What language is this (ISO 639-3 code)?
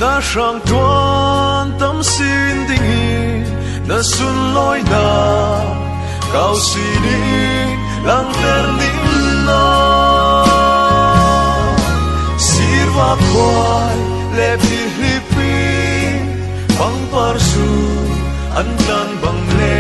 cfm